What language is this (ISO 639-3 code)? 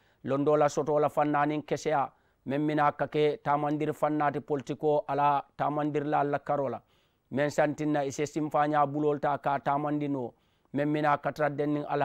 man